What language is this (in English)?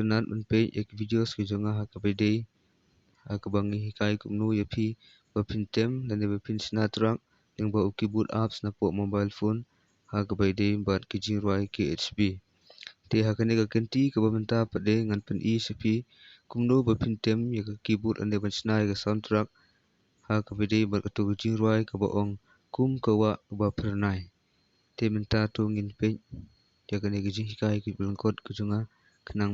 Khasi